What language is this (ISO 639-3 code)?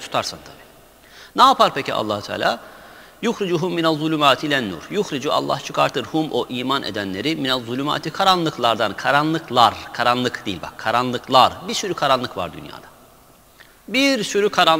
tur